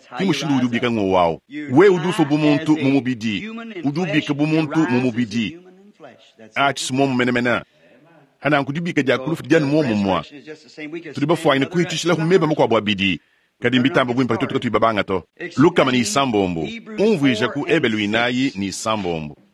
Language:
Luba-Lulua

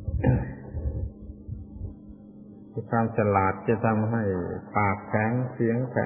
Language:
Thai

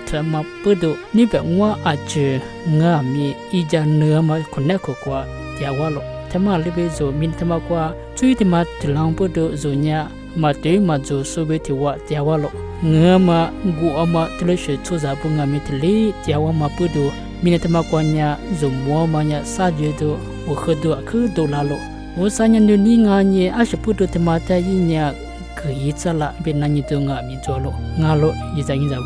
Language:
Lisu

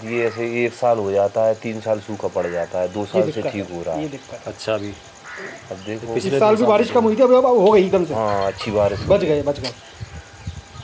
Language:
Hindi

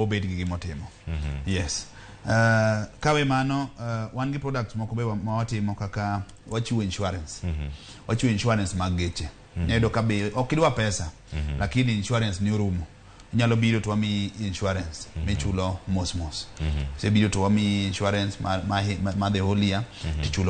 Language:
Luo (Kenya and Tanzania)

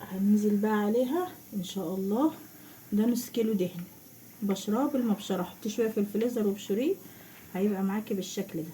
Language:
Egyptian Arabic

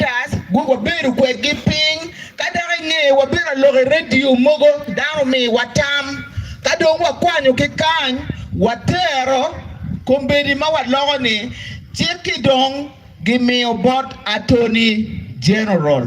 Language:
Acoli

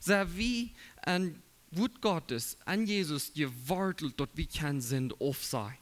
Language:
Plautdietsch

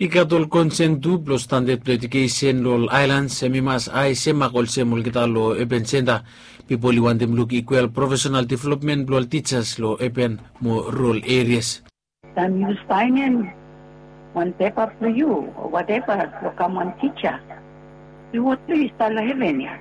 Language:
Bislama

